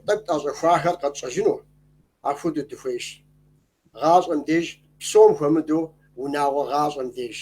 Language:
Kabardian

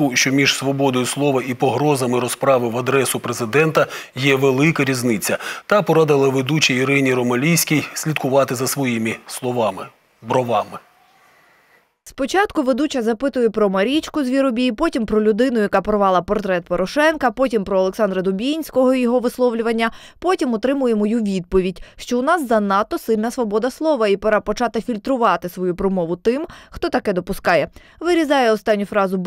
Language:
Ukrainian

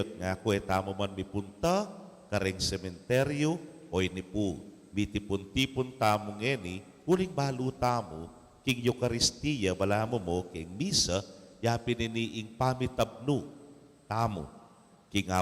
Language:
Pampanga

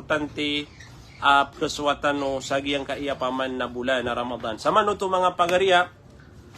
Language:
Maranao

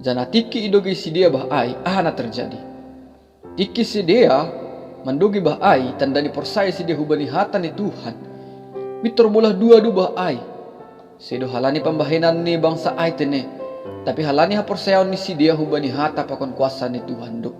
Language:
Batak Simalungun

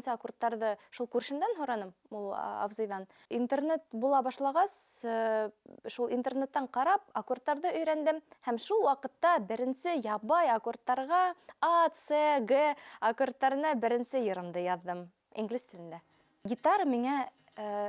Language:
Bashkir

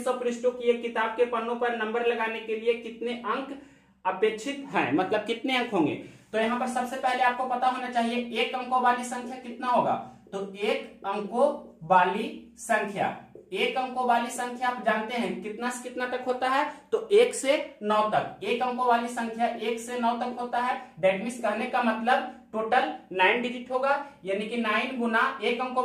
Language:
Hindi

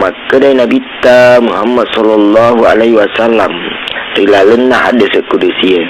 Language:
Buginese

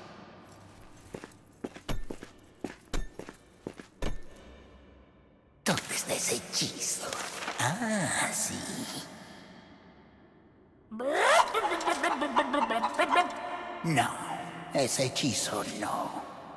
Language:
Spanish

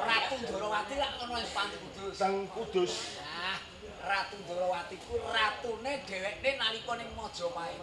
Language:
Javanese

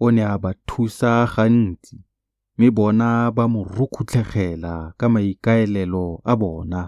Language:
Tswana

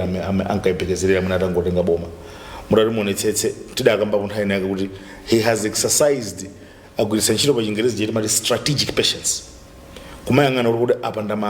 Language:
Nyanja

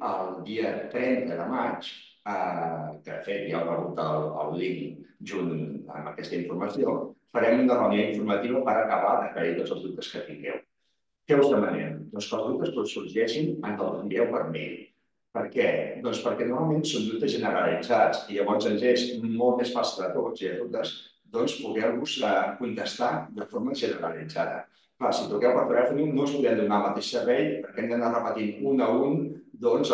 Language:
Catalan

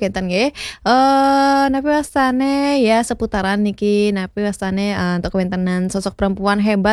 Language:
Balinese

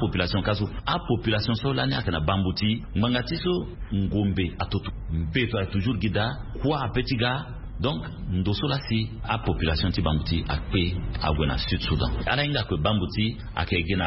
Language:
Sango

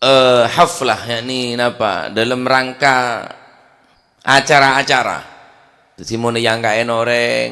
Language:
Madurese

